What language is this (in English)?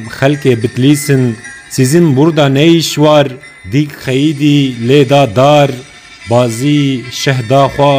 Kurdish